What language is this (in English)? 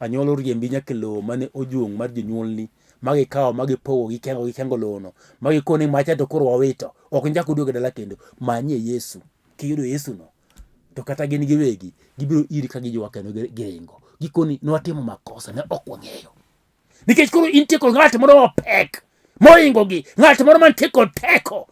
Luo (Kenya and Tanzania)